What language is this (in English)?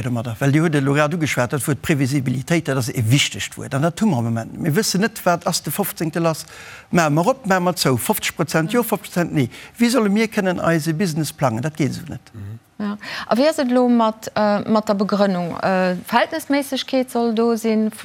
Luxembourgish